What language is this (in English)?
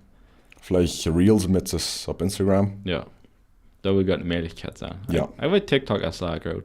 Plautdietsch